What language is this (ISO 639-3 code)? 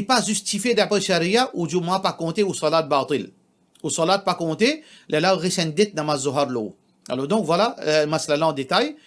mfe